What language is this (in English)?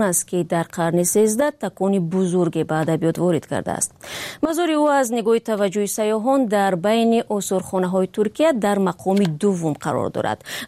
Tajik